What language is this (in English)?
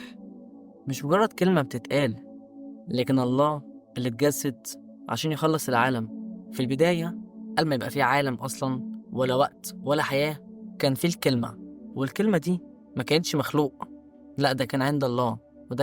Egyptian Arabic